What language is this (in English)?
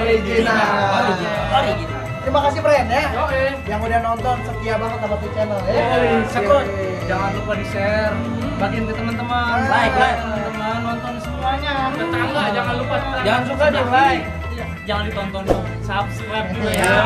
Betawi